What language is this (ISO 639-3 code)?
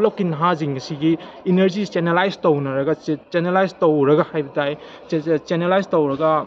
mni